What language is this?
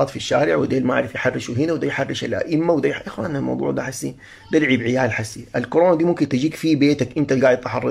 Sudanese Arabic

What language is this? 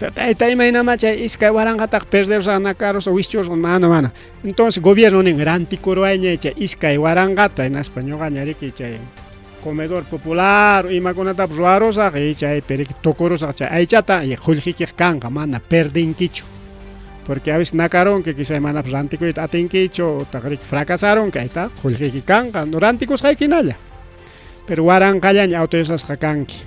Ayacucho Quechua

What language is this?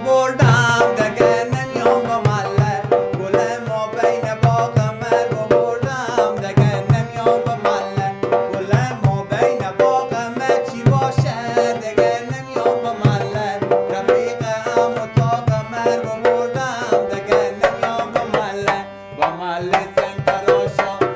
Persian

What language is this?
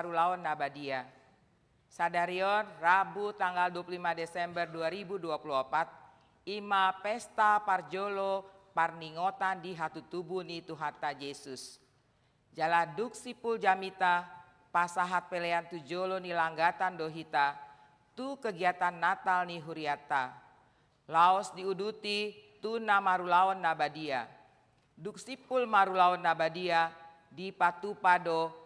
Batak Toba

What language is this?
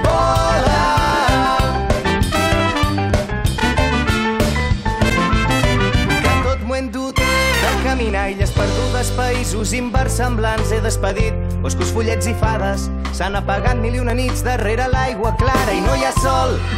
Catalan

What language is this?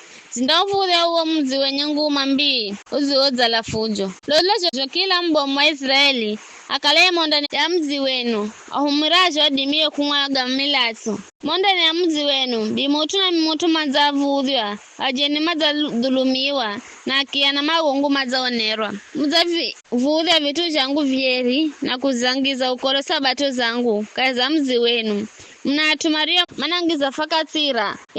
Giryama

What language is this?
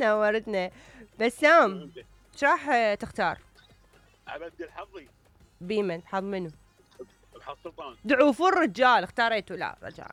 Mesopotamian Arabic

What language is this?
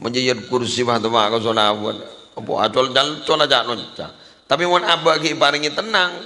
Madurese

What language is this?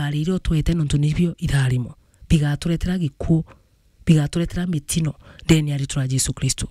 Meru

